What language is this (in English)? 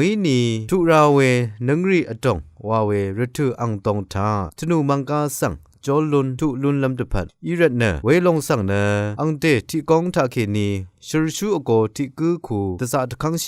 Rawang